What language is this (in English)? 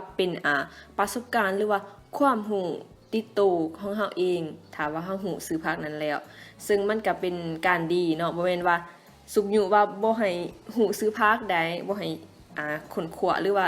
Lao